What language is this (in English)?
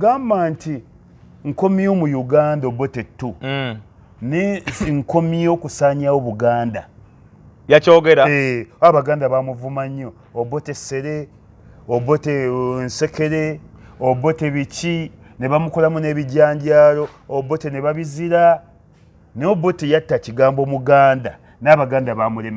Ganda